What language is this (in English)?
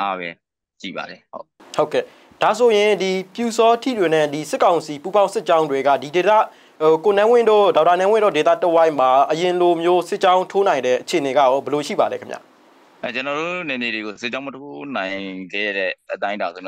Burmese